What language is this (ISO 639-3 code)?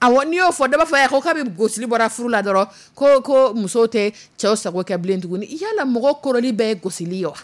dyu